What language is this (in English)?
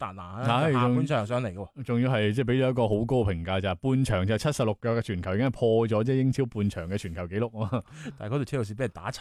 Cantonese